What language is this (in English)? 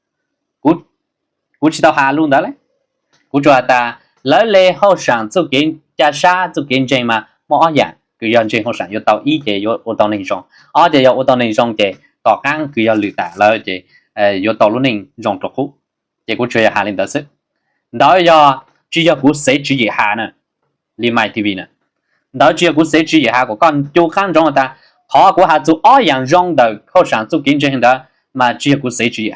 Hmong